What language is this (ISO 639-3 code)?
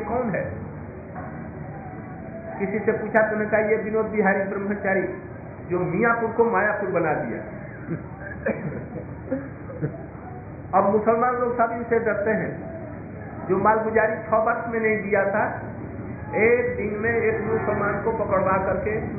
hin